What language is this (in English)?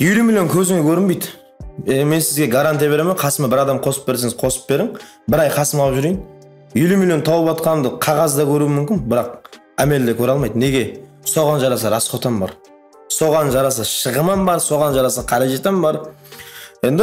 Kara-Kalpak